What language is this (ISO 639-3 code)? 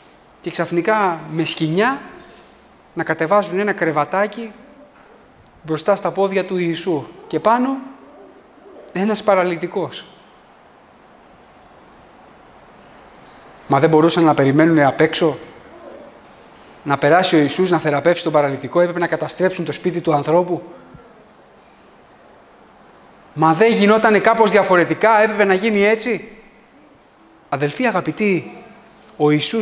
ell